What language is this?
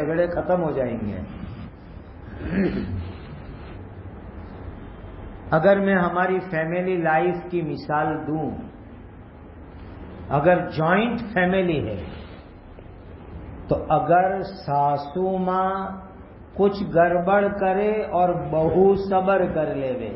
Urdu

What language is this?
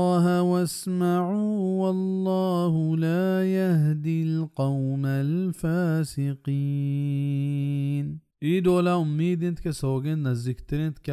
Baluchi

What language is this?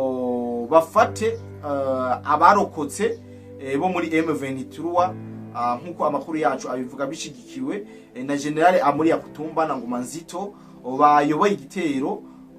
Rundi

